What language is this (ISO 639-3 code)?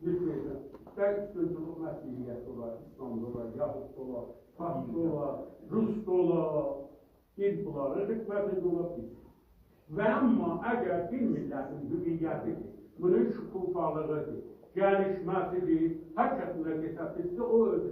azb